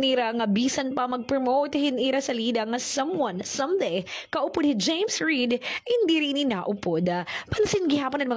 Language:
Waray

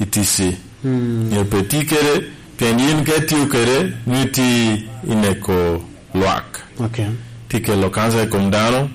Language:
Lango (Uganda)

